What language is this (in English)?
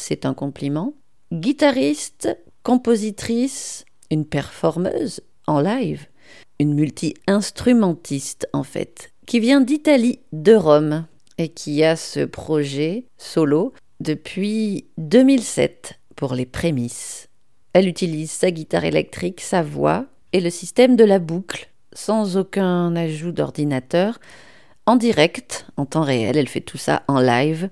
French